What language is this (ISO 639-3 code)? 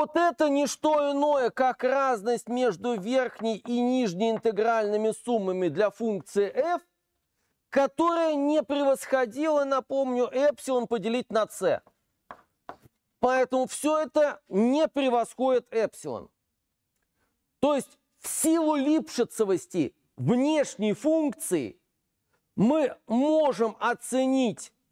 rus